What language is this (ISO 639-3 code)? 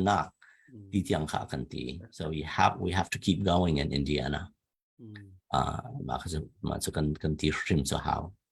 cnh